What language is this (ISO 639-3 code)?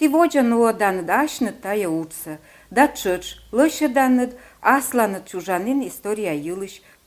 kom